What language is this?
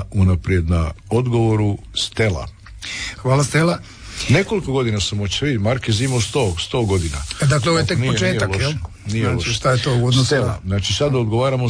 Croatian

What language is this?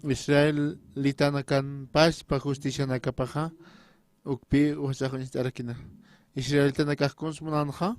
Aymara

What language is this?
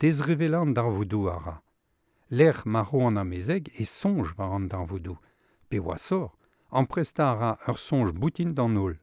Breton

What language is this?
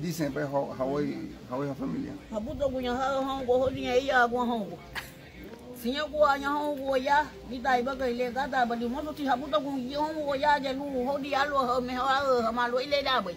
Garifuna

